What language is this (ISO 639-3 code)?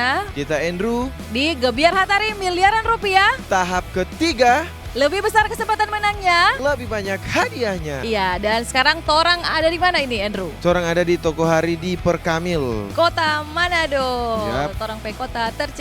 xmm